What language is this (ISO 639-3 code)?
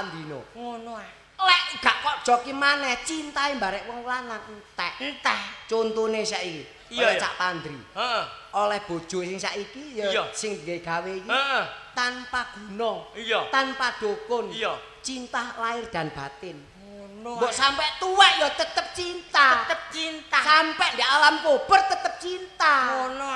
jav